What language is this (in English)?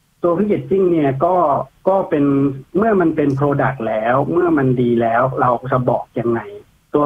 Thai